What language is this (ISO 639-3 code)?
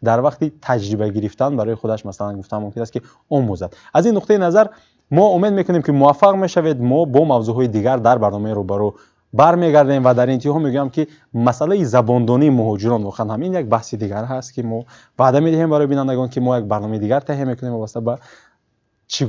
tgk